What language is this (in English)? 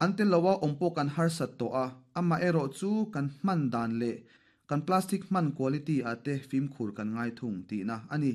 Mizo